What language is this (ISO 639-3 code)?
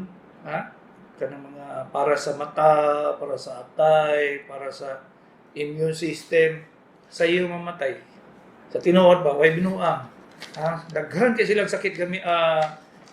ceb